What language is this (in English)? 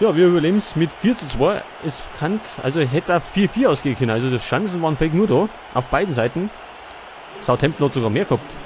Bavarian